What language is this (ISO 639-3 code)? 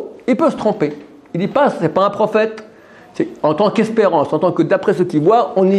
fra